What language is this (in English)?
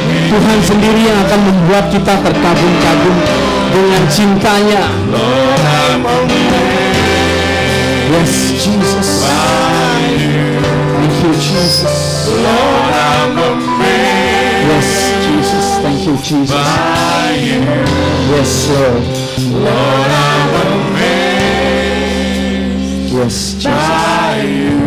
Indonesian